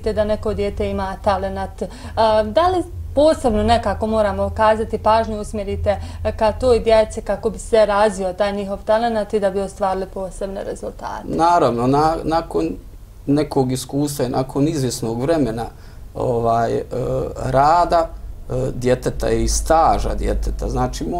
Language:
Bosnian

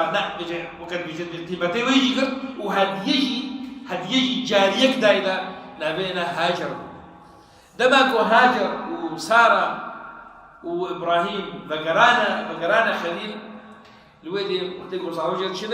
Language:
Kurdish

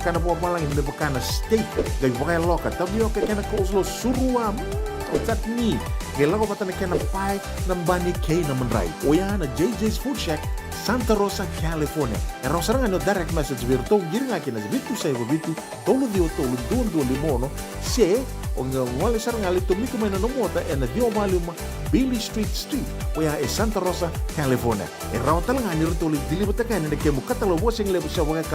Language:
Fijian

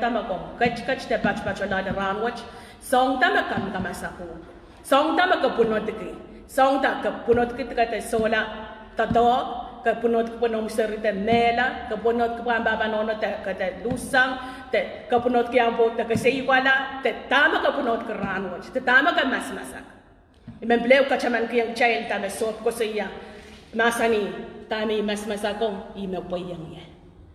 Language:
Pohnpeian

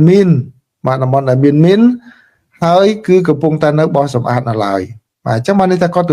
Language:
Khmer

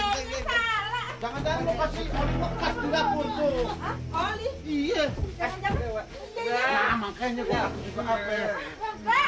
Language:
Betawi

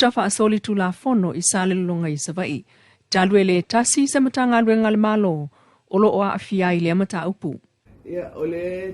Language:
Samoan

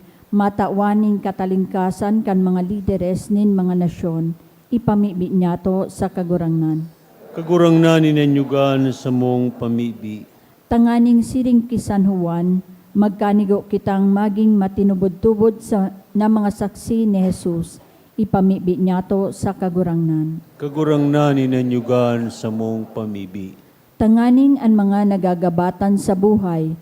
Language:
Bikol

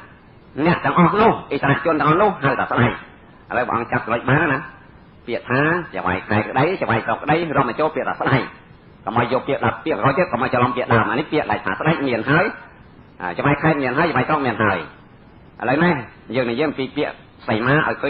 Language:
Khmer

